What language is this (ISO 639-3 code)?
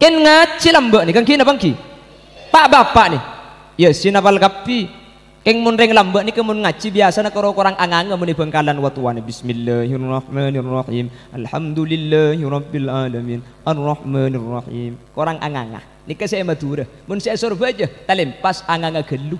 mad